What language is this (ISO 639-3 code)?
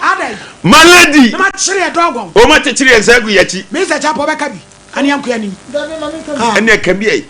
aka